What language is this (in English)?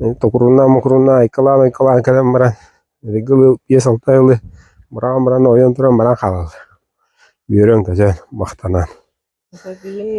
Yakut